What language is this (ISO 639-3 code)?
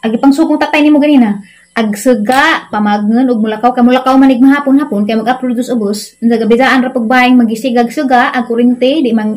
ceb